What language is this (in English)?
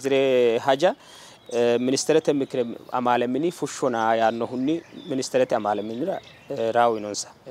Sidamo